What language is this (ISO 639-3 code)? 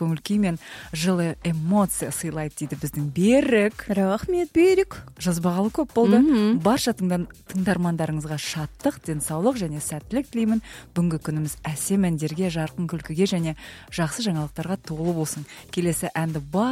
kaz